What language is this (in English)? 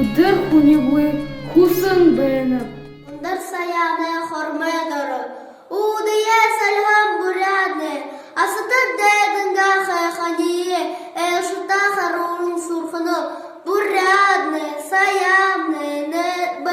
Buriat